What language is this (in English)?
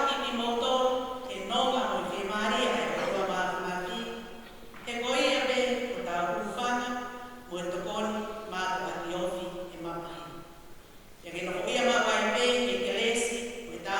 Tongan